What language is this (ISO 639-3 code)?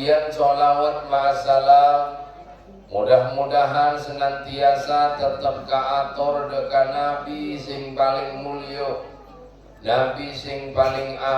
mad